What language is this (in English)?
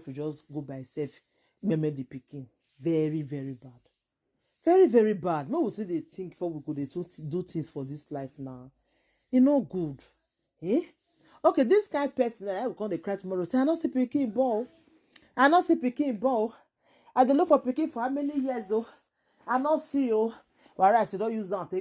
Nigerian Pidgin